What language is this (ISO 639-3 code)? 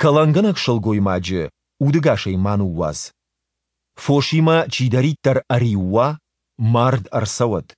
oss